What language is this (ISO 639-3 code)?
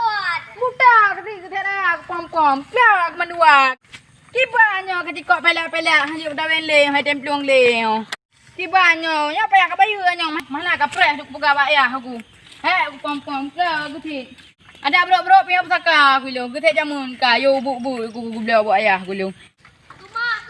ace